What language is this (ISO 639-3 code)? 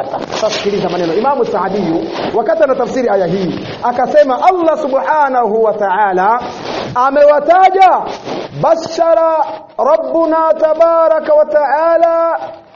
swa